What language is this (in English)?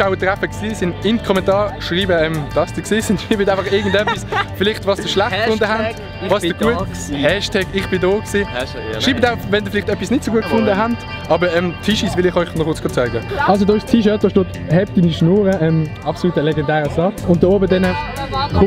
Swiss German